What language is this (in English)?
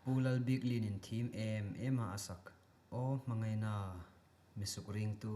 Hmar